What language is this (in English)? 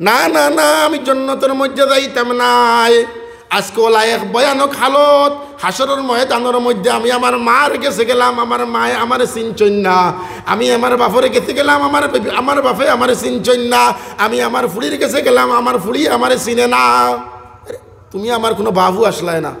Sylheti